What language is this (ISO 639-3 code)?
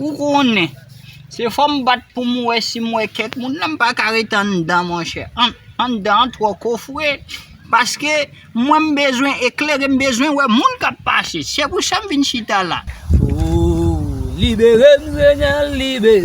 hat